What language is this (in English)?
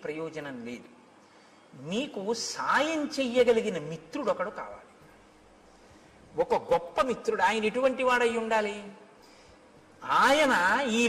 Telugu